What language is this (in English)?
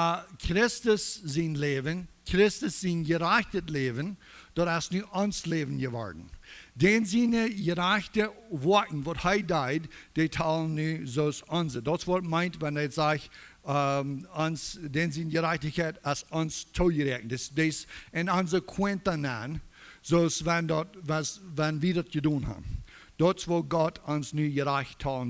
Plautdietsch